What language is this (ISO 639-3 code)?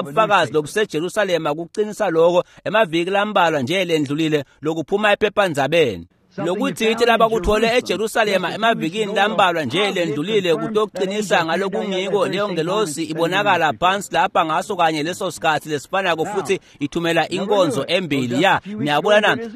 ssw